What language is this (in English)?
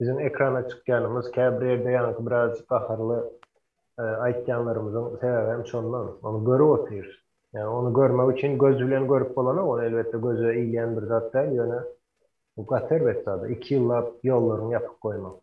Turkmen